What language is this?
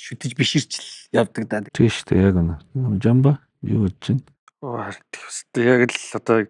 Mongolian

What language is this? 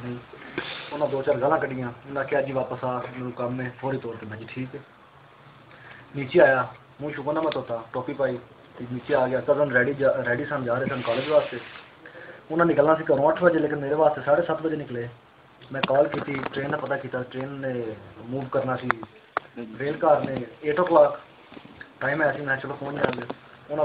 Punjabi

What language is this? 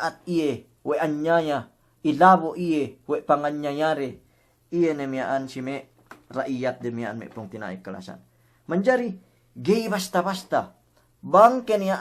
Yakan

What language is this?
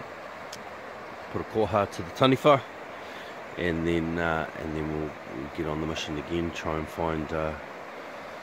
English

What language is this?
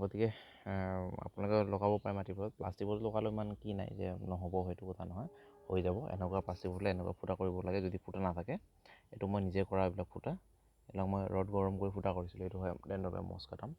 Assamese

